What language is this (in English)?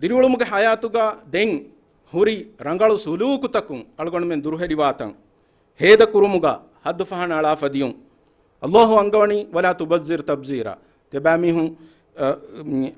Divehi